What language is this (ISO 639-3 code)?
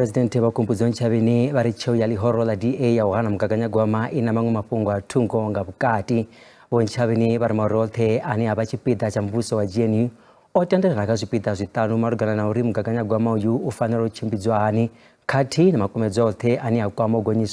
ven